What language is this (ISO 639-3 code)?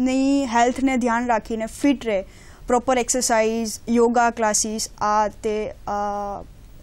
guj